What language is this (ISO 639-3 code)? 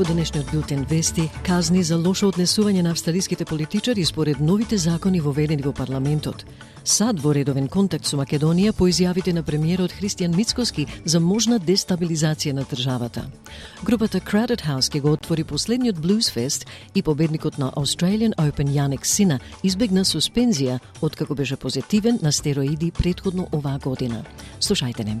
mkd